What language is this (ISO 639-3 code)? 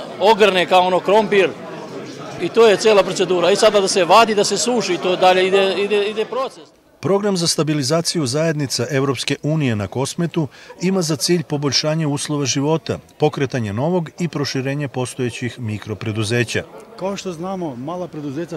srp